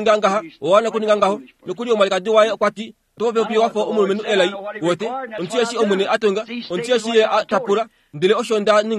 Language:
Kuanyama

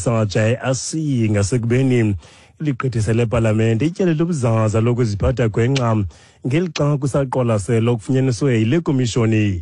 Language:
Xhosa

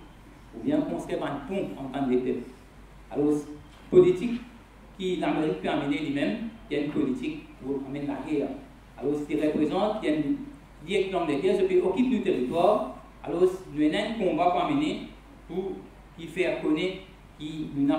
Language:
Morisyen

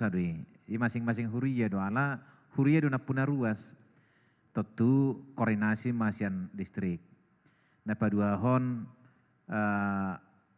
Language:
Batak Toba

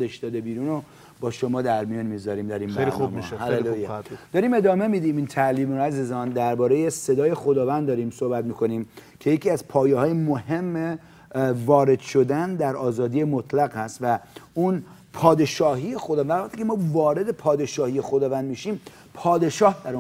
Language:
Persian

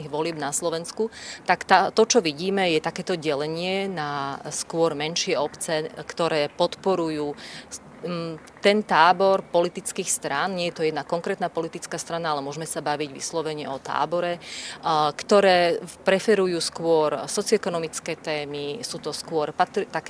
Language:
Slovak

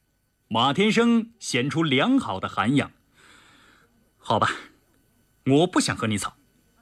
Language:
Chinese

